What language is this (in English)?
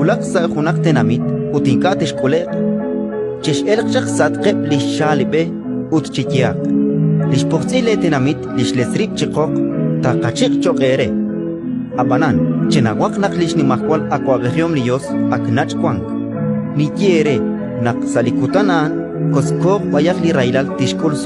Kekchí